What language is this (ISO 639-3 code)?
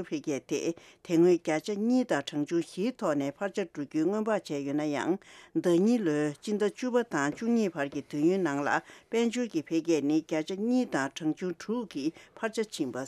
bod